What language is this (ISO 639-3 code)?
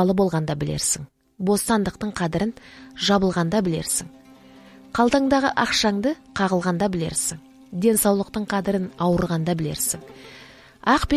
kaz